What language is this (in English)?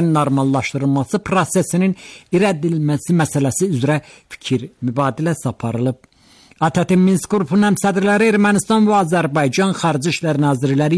Azerbaijani